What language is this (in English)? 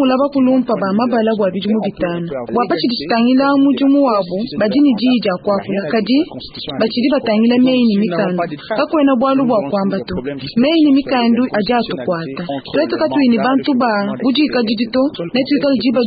Luba-Lulua